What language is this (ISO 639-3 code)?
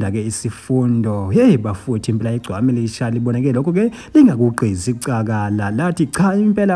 zul